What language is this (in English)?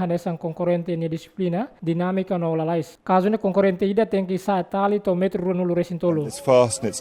Tetum